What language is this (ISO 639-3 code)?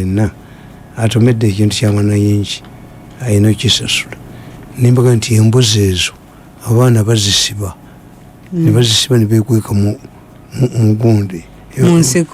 lug